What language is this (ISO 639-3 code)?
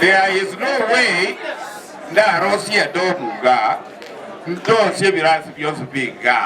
guz